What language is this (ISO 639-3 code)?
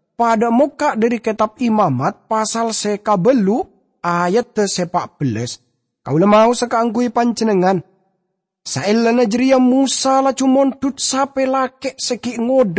mad